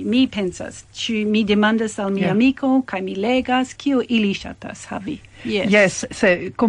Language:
Esperanto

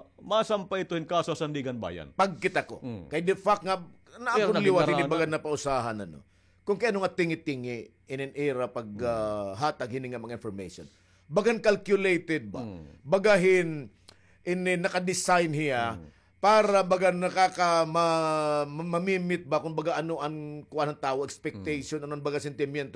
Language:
Waray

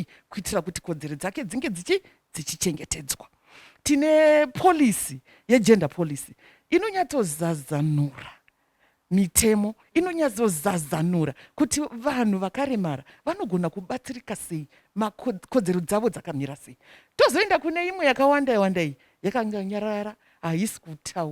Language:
Shona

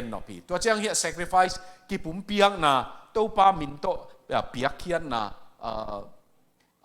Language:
Tedim Chin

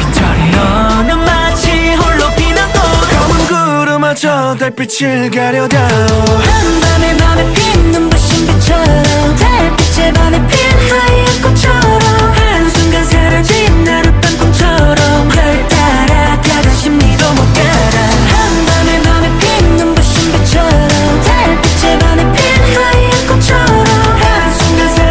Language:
Korean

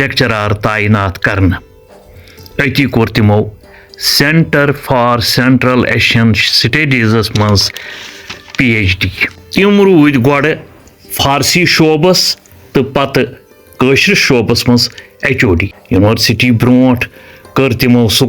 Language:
Kashmiri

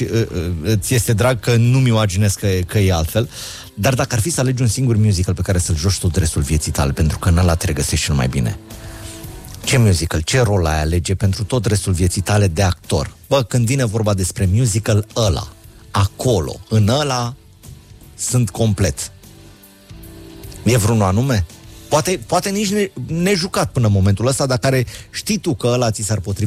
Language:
Romanian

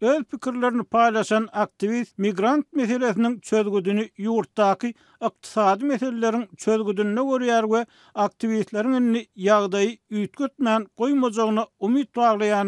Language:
Turkmen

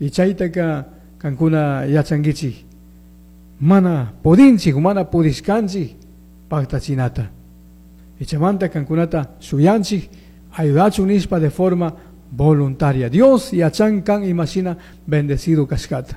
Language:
Chimborazo Highland Quichua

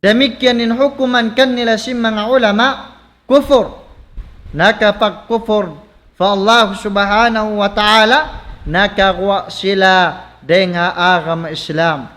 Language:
Tausug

